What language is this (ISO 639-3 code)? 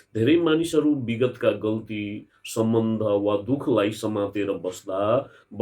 nep